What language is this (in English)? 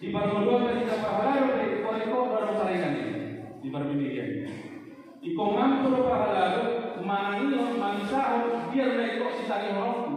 Batak Toba